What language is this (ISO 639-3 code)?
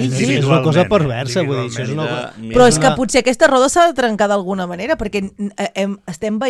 cat